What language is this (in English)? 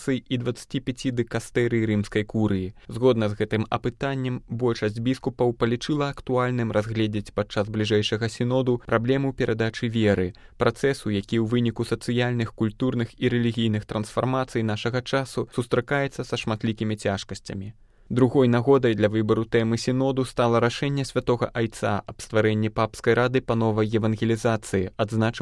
Belarusian